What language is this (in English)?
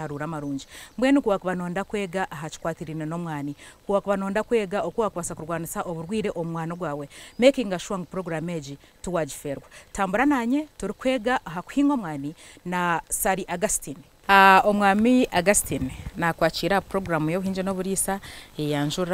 Nyankole